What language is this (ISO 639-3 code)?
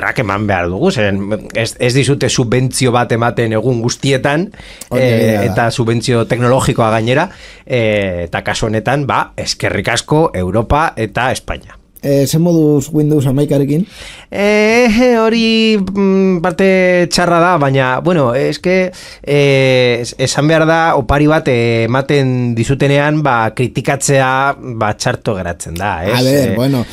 eus